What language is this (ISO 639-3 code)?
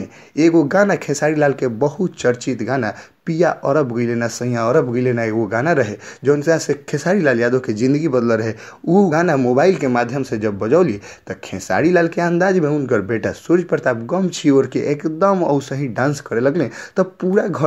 bho